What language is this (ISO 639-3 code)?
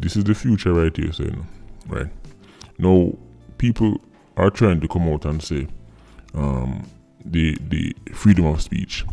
jam